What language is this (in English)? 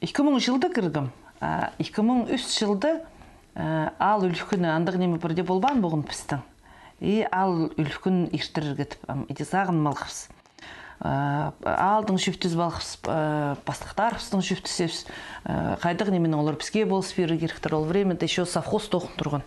Khakas